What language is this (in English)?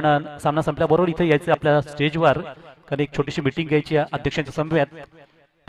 Marathi